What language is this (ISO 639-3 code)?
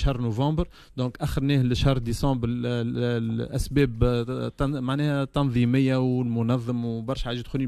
aeb